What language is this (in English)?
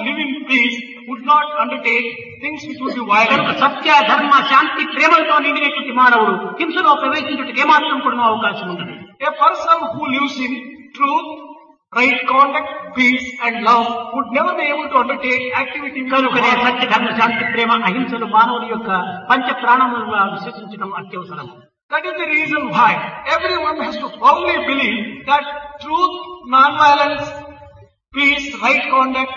Telugu